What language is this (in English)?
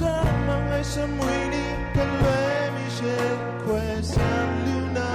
Kachin